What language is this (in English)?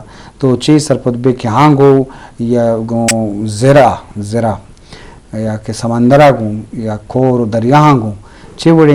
Eastern Balochi